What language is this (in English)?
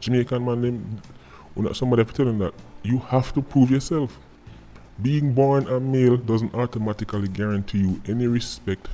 Jamaican Creole English